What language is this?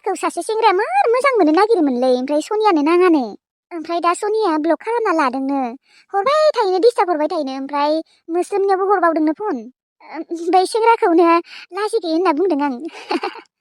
Bodo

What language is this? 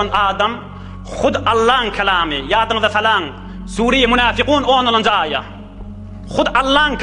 Turkmen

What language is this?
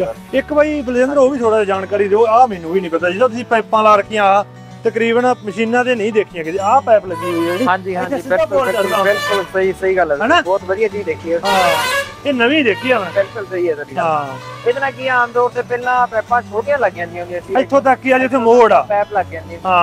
Punjabi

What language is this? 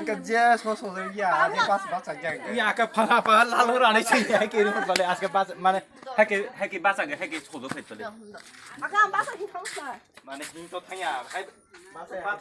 Kok Borok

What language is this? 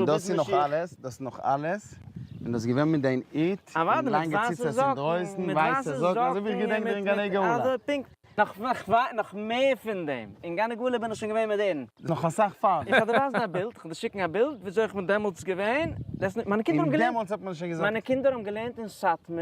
Yiddish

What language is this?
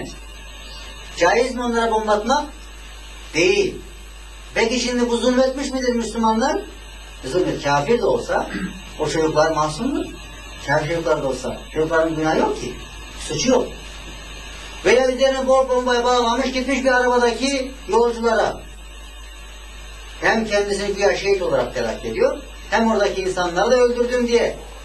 Turkish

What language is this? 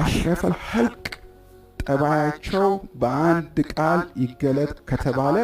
Amharic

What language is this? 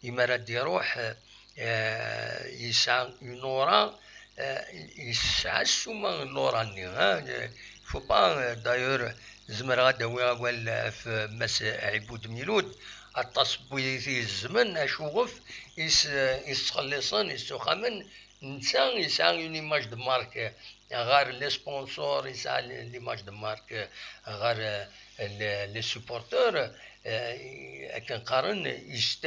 Kabyle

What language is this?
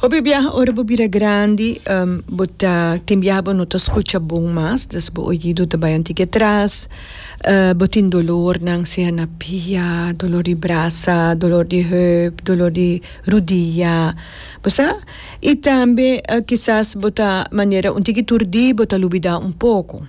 Papiamento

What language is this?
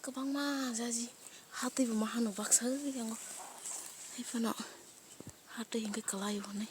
Kok Borok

